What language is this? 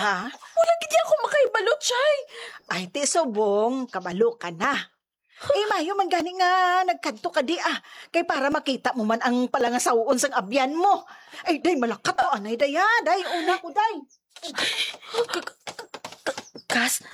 Hiligaynon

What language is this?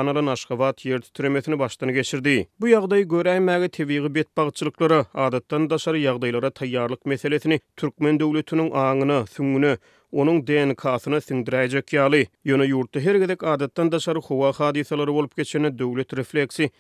Turkmen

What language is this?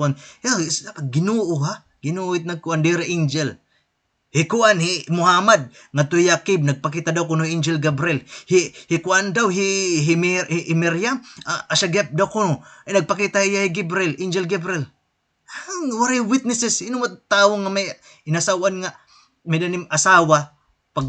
Waray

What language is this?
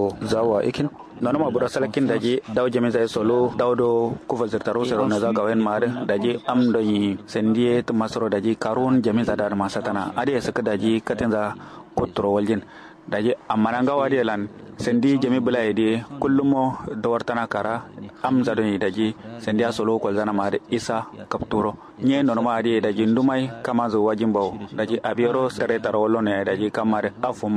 Kanuri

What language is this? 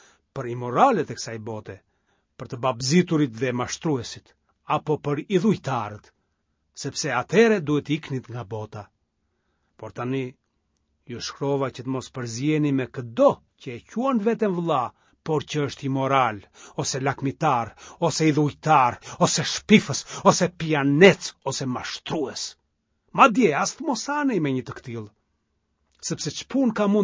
Albanian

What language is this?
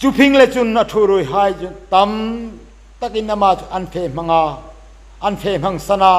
Hmar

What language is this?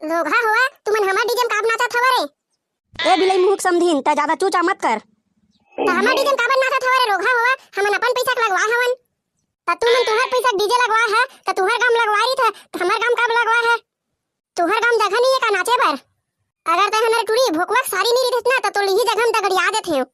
Chhattisgarhi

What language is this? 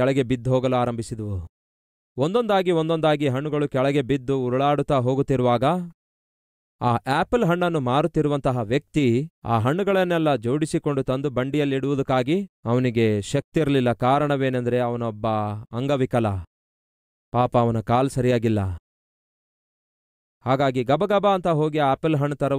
Kannada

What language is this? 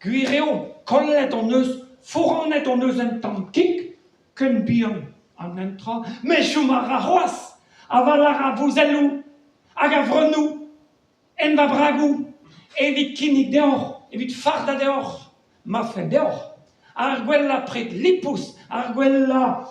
Breton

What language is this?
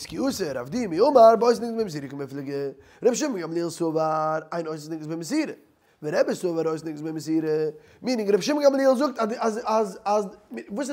Yiddish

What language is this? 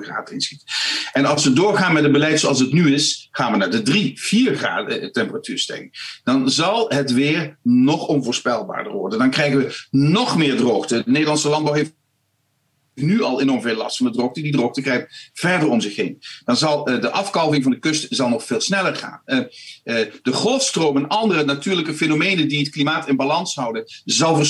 Dutch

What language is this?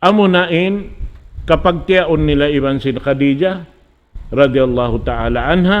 Tausug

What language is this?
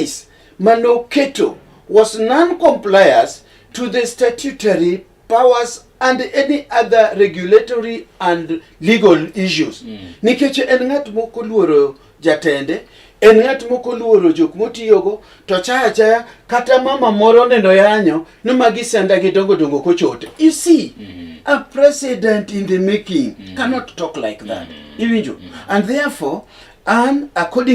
Luo (Kenya and Tanzania)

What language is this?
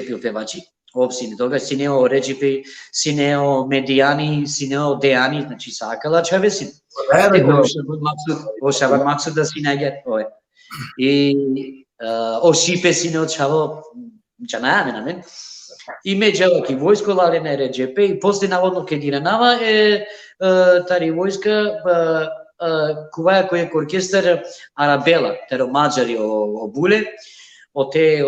Balkan Romani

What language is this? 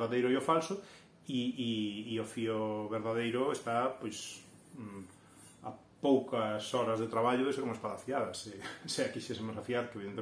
Galician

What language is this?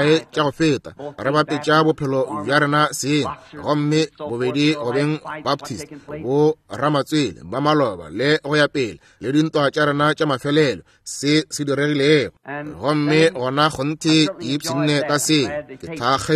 Northern Sotho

